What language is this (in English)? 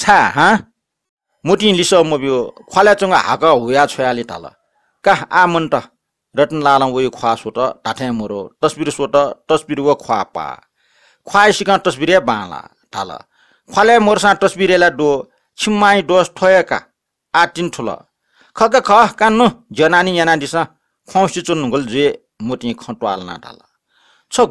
Newari